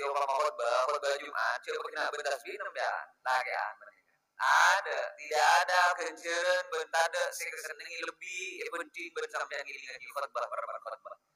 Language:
Madurese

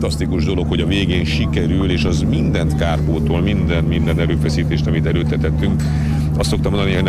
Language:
Hungarian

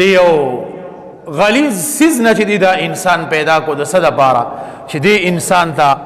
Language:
Pashto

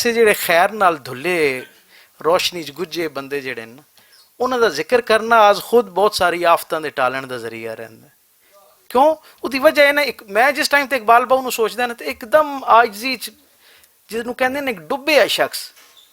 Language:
Western Panjabi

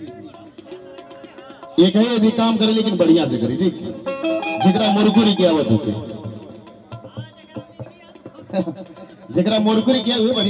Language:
Bhojpuri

